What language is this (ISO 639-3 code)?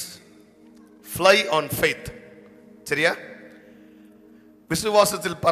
tam